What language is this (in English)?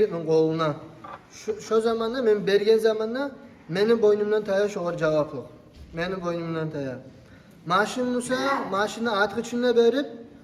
Kumyk